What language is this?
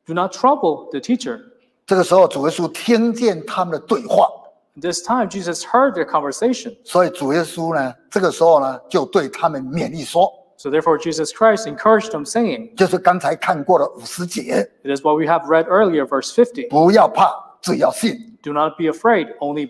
Chinese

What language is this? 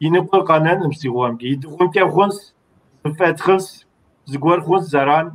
Kabardian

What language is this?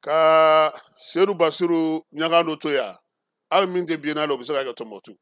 Bambara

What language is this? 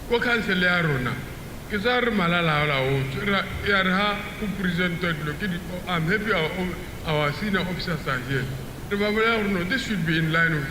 Tswana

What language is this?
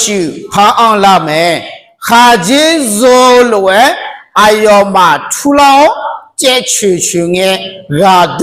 Akha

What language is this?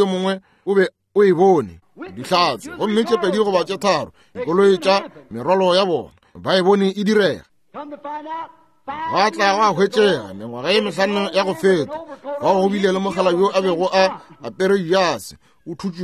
Northern Sotho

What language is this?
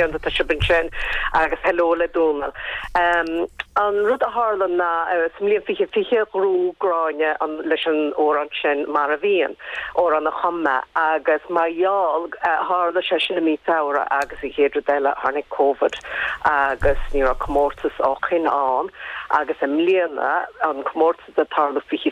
Irish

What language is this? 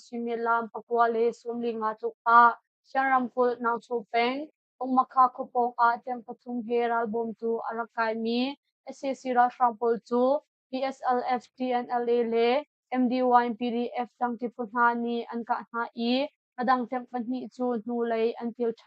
Hakha Chin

